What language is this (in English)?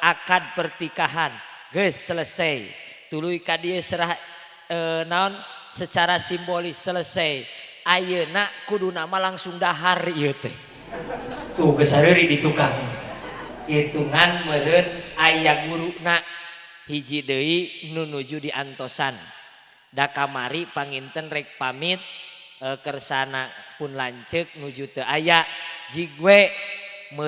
Sundanese